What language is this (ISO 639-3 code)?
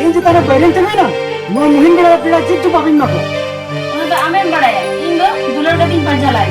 sat